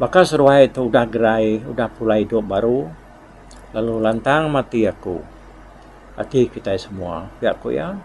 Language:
Iban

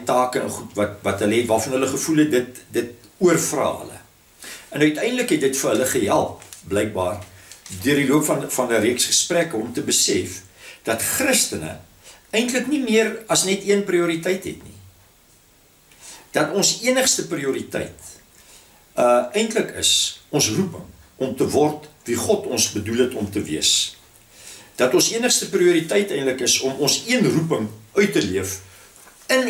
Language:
Afrikaans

